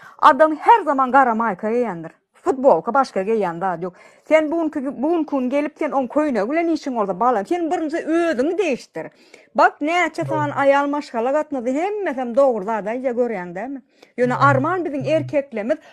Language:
Turkmen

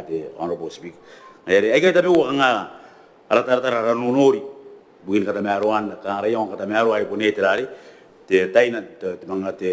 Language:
Gilbertese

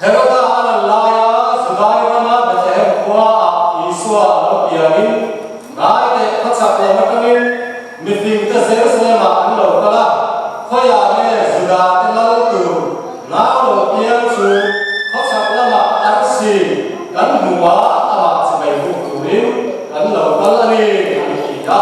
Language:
Falam Chin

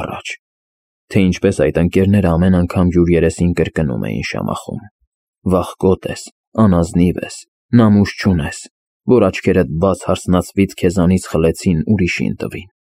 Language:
Armenian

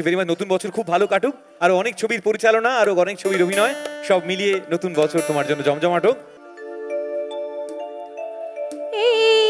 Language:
Bangla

